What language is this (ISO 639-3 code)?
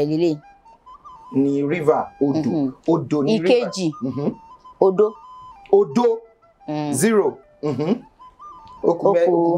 yor